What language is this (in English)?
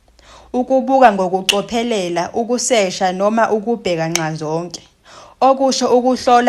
Zulu